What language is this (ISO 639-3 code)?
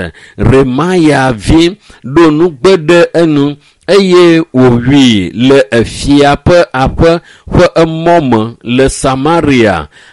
ewe